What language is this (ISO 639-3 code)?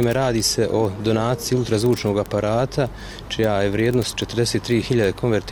bos